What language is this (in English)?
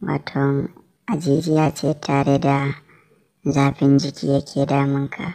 Hausa